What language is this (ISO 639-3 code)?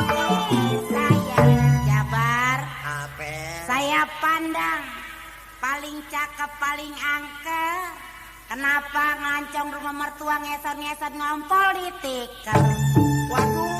bew